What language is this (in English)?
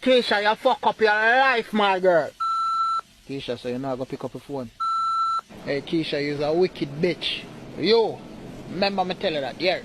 Jamaican Creole English